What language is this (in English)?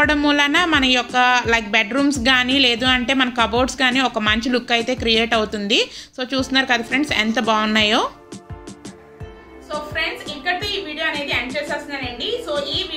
Telugu